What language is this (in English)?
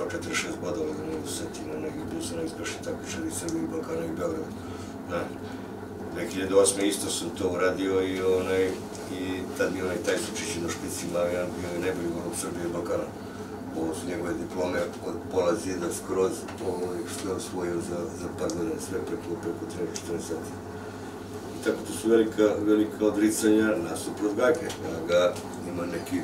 Serbian